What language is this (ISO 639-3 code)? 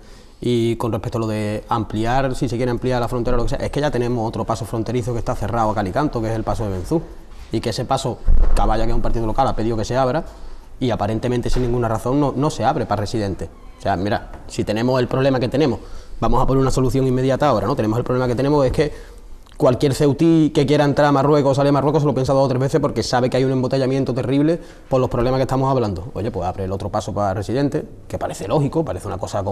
spa